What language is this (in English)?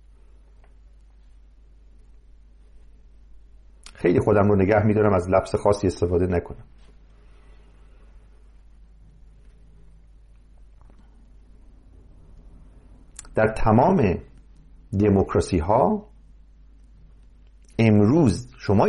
Persian